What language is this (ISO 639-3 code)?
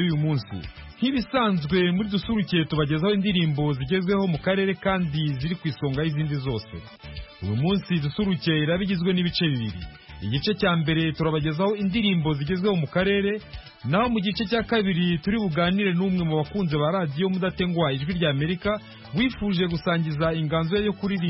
kin